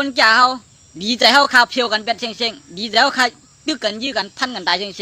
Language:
Shan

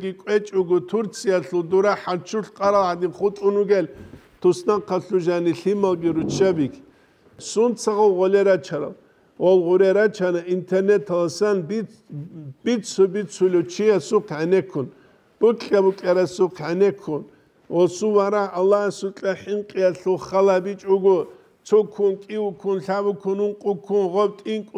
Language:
Avaric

